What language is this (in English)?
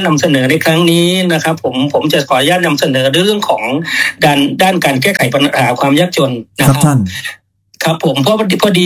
Thai